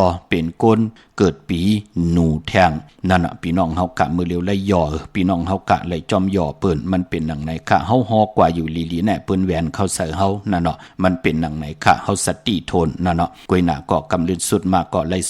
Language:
Shan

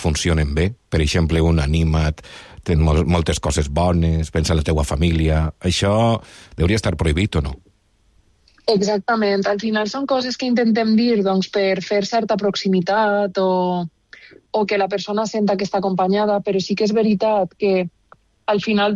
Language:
Catalan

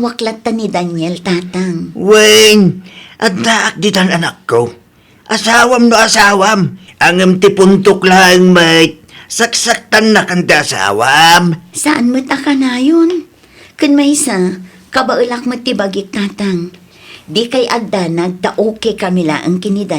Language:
Iloko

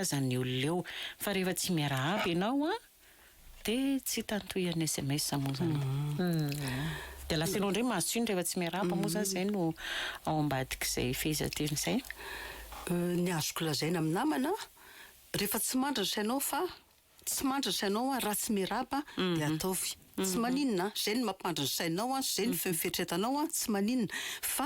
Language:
Malagasy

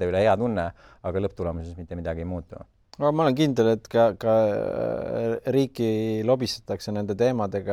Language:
Estonian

